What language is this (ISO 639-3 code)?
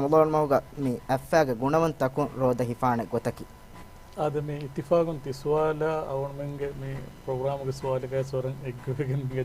div